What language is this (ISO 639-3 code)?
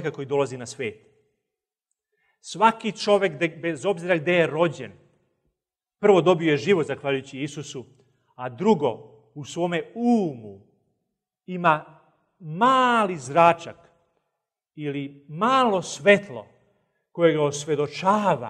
hrv